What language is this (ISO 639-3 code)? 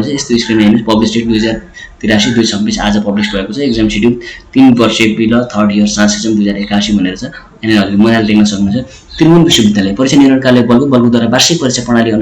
nep